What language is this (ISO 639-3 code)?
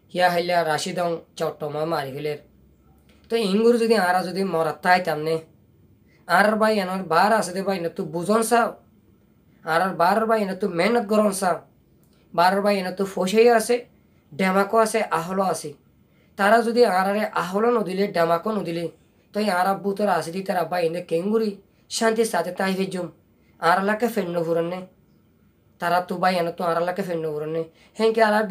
rhg